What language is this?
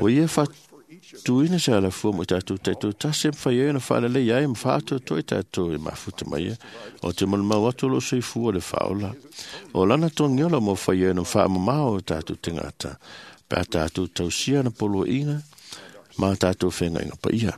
Samoan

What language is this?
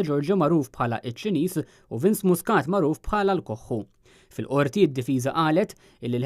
Maltese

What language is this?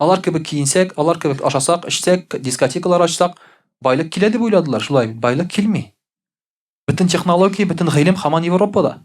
Tatar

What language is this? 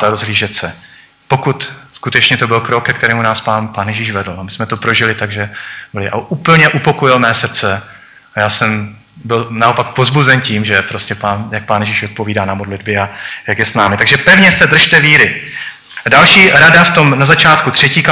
Czech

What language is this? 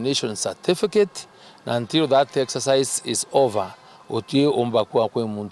Meru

